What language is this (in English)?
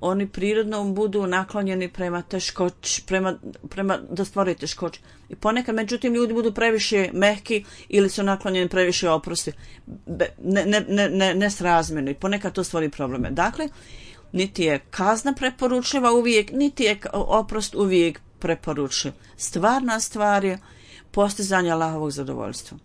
Bosnian